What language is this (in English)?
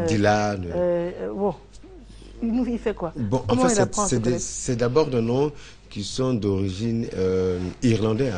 French